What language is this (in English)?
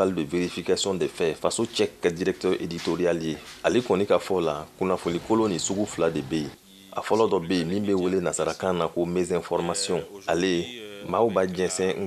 Bambara